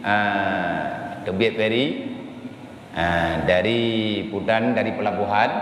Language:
Achinese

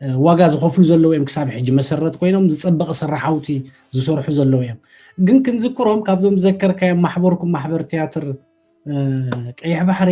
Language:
Tigrinya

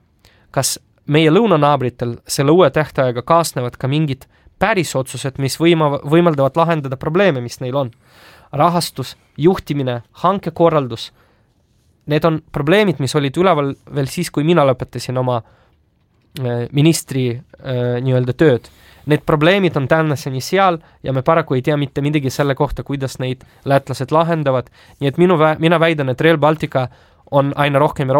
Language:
Estonian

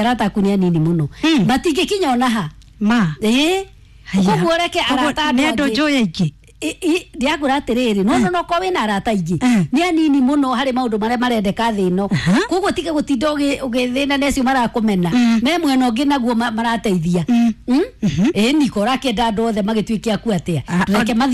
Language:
Kikuyu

